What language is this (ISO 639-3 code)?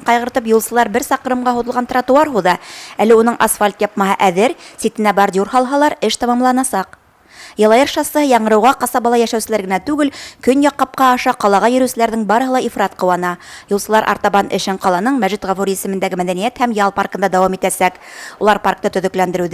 bak